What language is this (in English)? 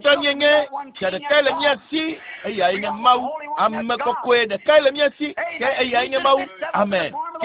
Ewe